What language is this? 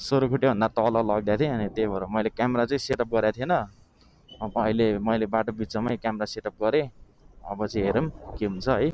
Nepali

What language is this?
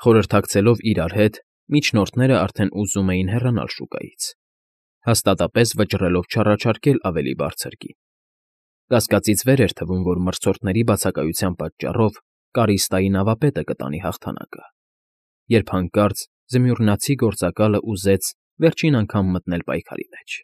Armenian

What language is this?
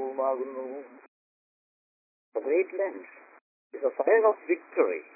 Malayalam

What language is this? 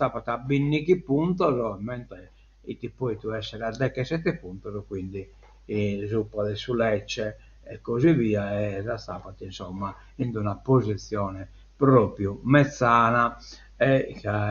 Sardinian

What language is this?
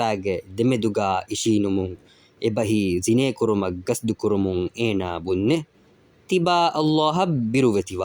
Divehi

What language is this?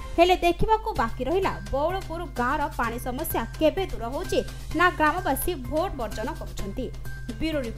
Odia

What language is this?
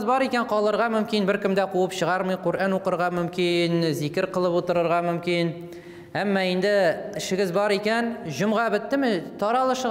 Tatar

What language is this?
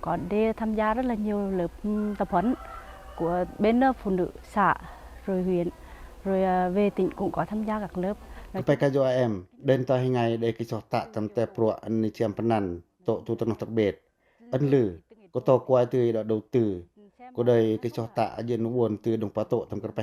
Pacoh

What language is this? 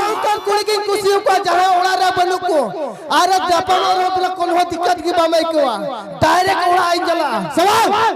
Santali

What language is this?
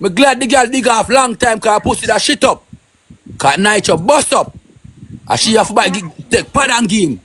Jamaican Creole English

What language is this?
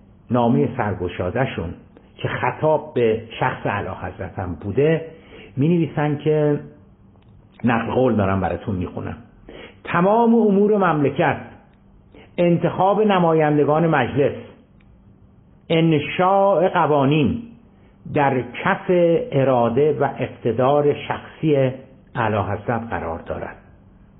Persian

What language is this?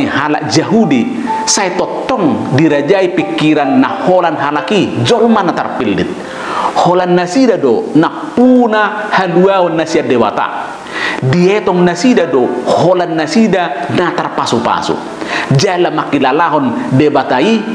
Batak Toba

